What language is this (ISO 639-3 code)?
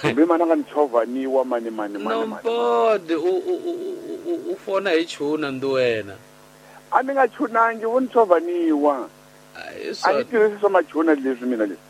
tso